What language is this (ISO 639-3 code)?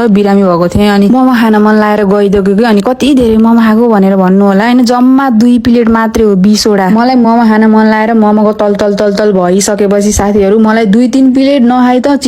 nep